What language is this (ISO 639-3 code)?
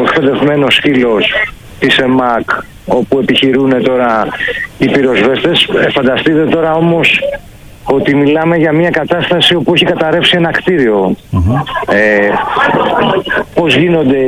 ell